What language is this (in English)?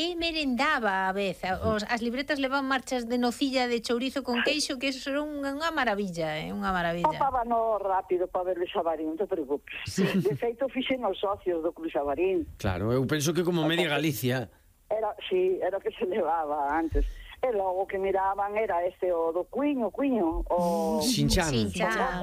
Galician